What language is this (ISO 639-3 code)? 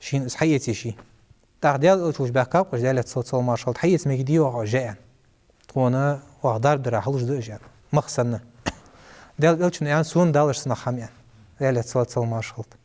inh